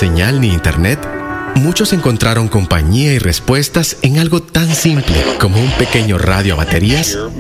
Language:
Spanish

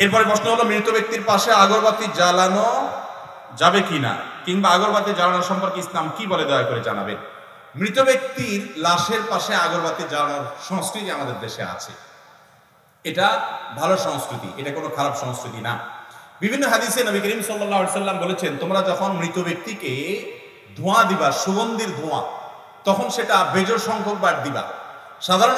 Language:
Bangla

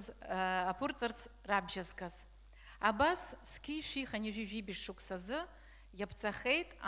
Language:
Abkhazian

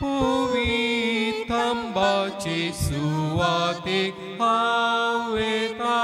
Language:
Konkani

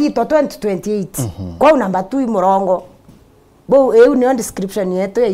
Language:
Meru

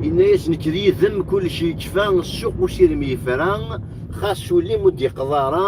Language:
Kabyle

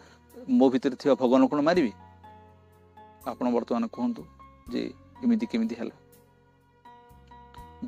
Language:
Odia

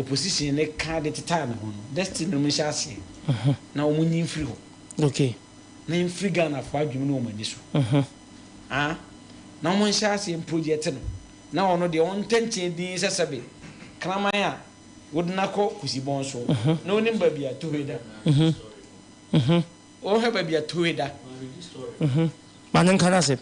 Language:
Akan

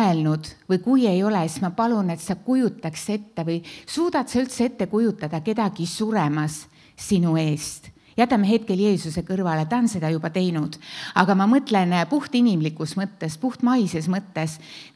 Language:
Estonian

